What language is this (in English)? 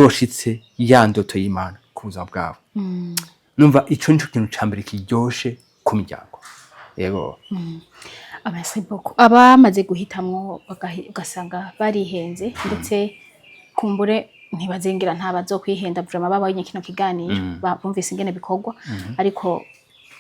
Rundi